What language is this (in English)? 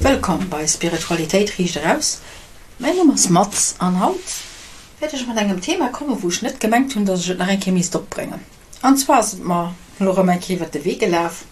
Luxembourgish